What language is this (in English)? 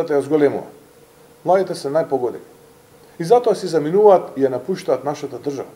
Macedonian